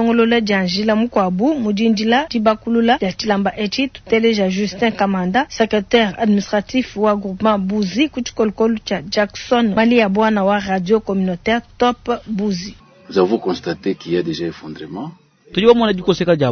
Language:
Luba-Lulua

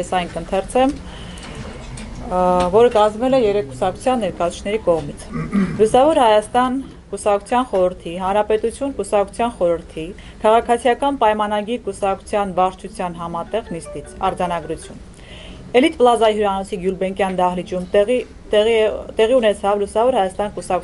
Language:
Armenian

